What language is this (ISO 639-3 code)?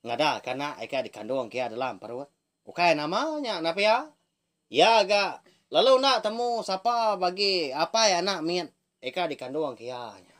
iba